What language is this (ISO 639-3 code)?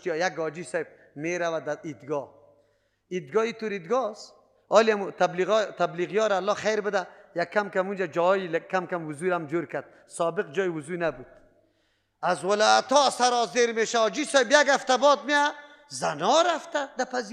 fas